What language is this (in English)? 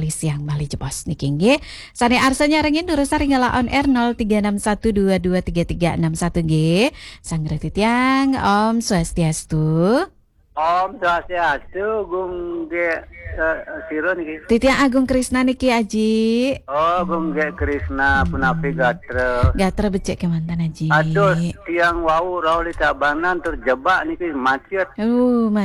Balinese